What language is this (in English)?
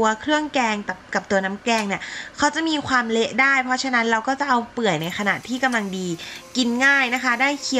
Thai